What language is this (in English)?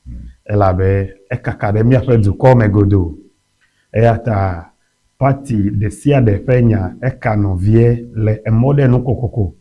Ewe